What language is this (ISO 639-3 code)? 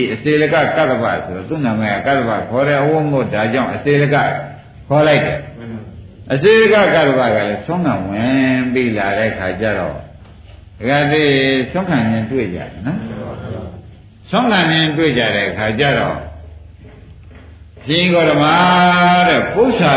mya